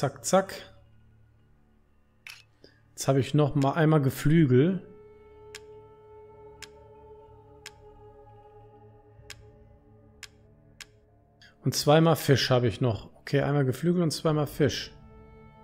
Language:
German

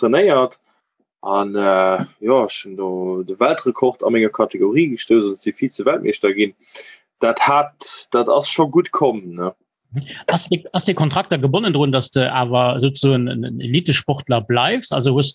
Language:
Luxembourgish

